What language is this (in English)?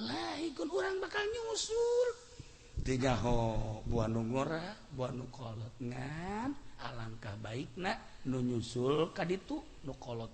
Sundanese